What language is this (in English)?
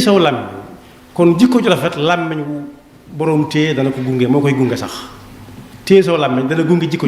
Wolof